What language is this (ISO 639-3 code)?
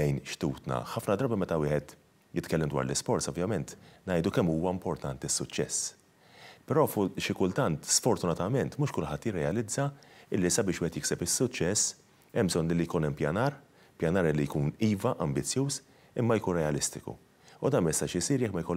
mlt